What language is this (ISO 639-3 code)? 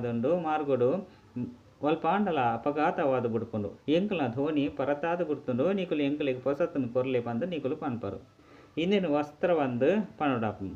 tcy